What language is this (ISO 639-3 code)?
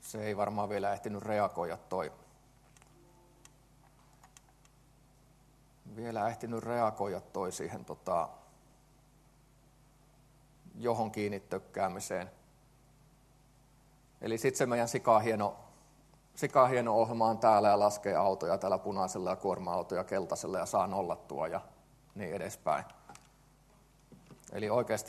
fin